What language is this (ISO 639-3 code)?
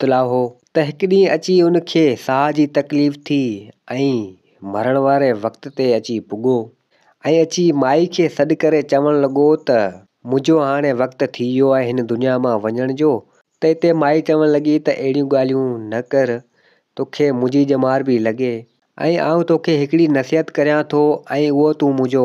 snd